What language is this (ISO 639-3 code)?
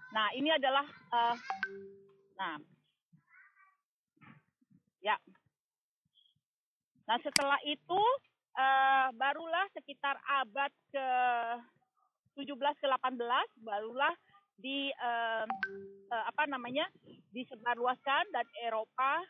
ind